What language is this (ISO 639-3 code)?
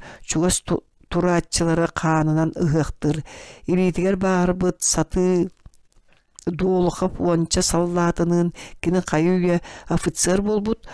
sah